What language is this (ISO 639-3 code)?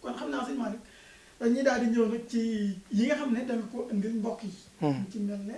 wol